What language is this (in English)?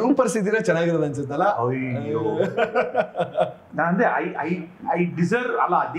Kannada